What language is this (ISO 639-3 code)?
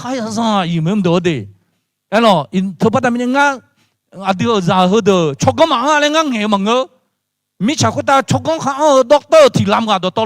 ahk